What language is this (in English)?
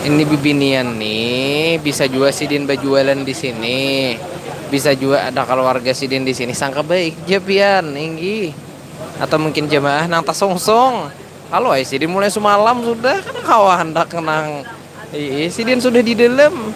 Banjar